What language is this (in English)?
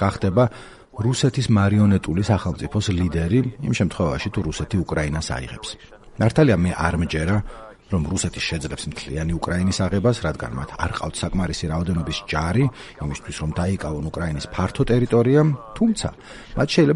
Georgian